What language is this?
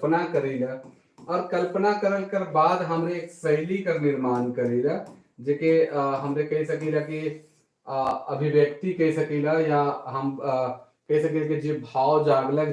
Sadri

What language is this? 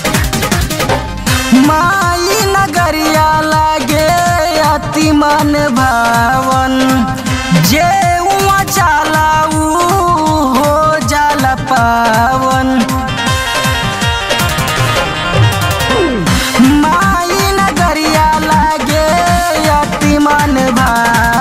Bhojpuri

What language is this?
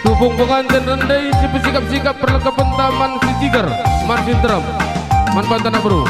Batak Karo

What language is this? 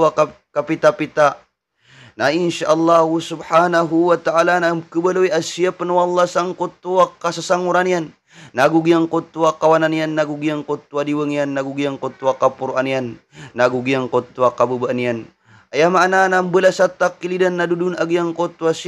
Maranao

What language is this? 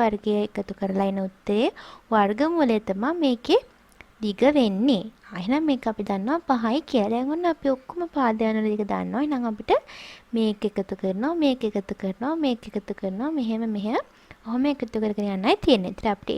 Sinhala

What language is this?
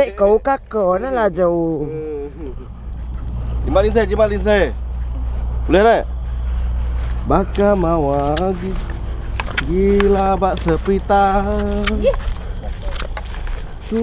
Malay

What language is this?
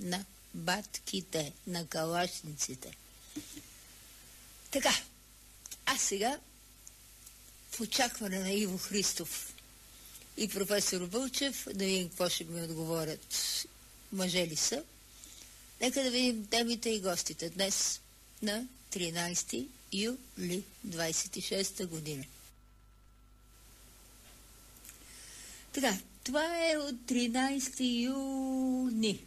Bulgarian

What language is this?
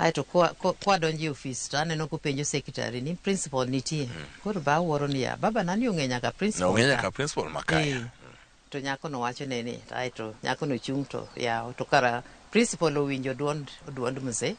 Luo (Kenya and Tanzania)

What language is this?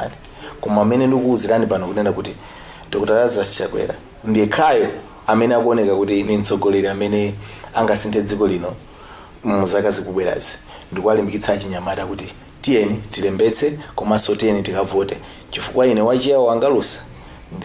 Nyanja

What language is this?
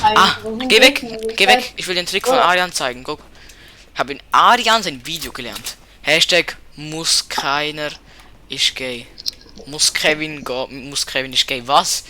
Swiss German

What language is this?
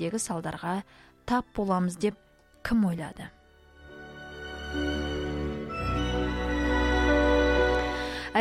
Kazakh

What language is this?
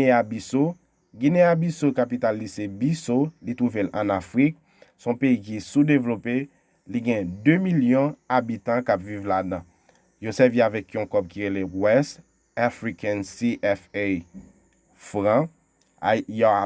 Haitian Creole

